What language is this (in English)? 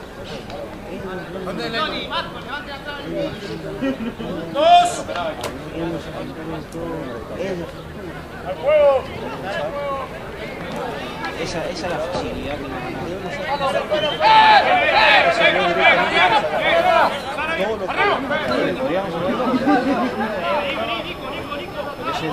Spanish